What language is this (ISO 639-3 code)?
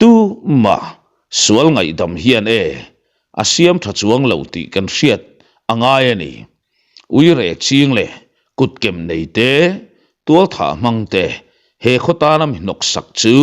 lus